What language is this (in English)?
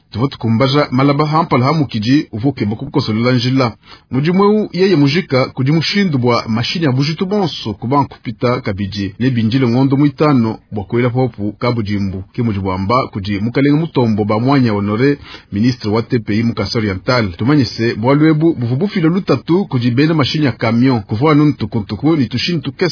Luba-Lulua